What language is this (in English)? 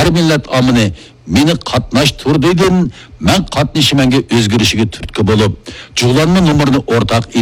Uyghur